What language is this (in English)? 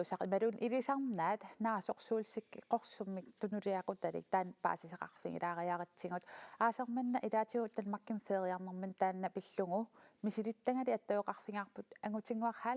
Kalaallisut